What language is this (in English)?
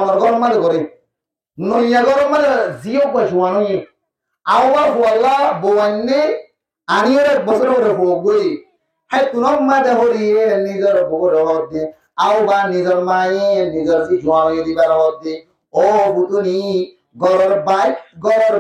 Rohingya